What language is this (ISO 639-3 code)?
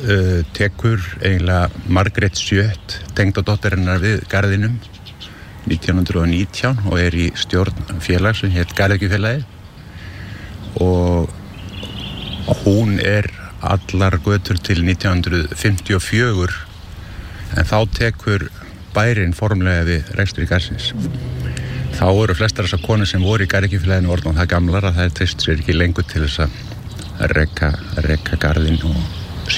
isl